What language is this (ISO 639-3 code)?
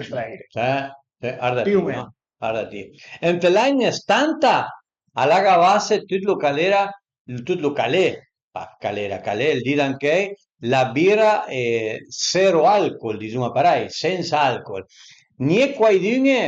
pms